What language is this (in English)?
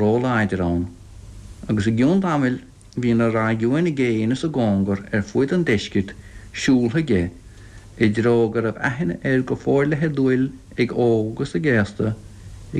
Irish